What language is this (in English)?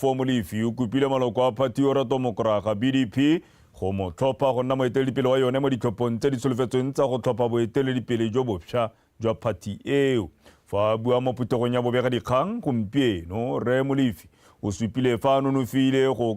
Tswana